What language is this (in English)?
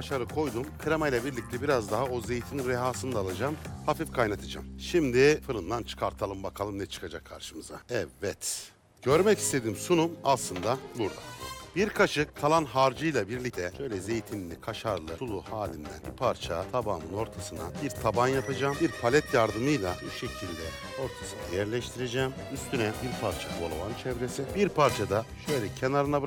Turkish